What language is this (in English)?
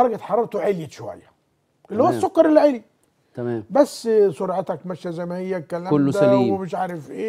Egyptian Arabic